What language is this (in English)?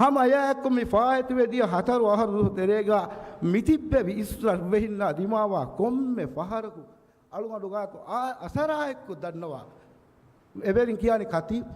Divehi